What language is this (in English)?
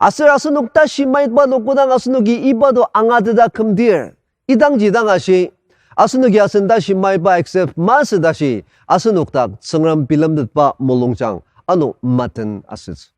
Ao Naga